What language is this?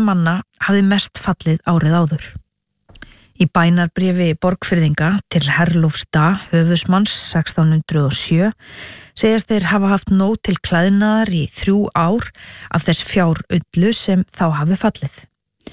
Icelandic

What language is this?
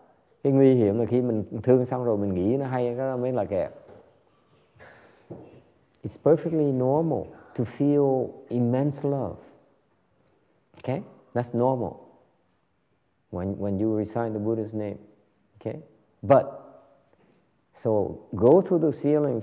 Vietnamese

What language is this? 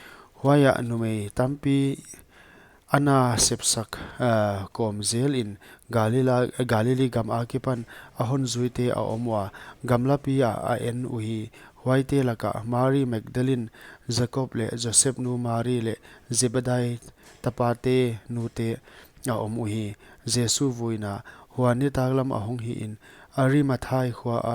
Paite Chin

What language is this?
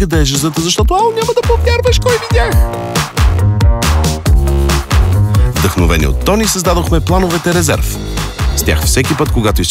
Bulgarian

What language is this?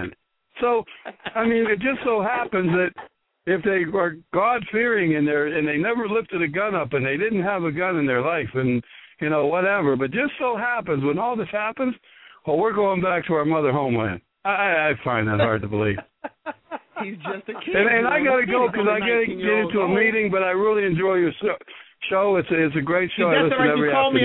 English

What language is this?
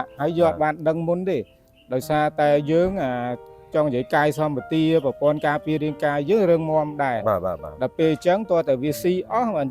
Khmer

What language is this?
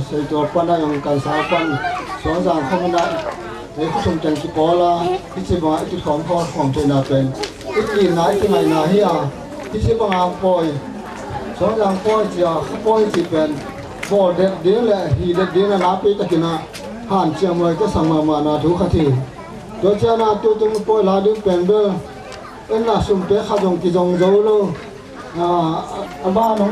Tedim Chin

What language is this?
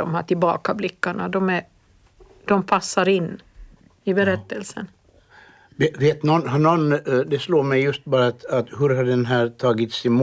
Swedish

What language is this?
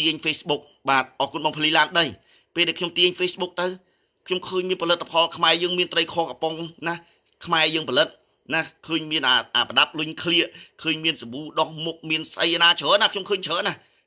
Khmer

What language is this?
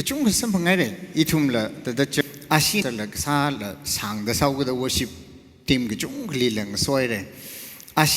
Tangkhul Naga (India)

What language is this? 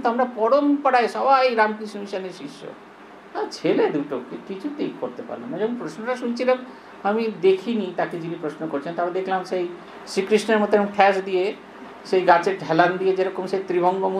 Bangla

